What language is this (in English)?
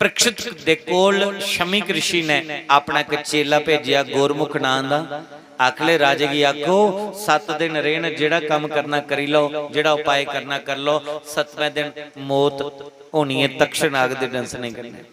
Dogri